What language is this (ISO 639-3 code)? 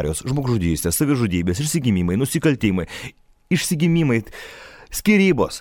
lit